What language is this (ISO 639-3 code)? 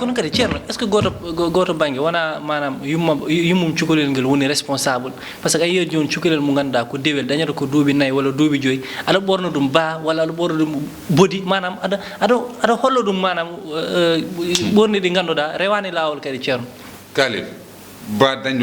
ful